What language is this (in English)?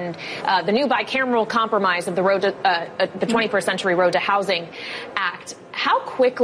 English